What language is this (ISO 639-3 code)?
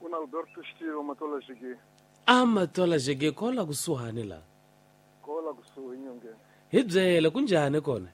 tso